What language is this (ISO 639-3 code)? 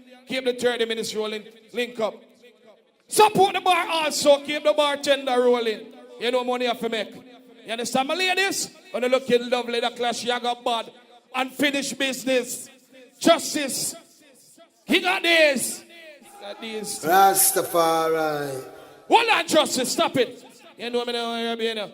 jam